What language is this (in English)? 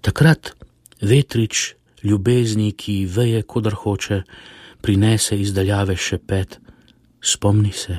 Slovenian